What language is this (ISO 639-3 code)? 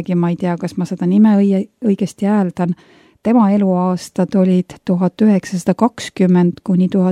est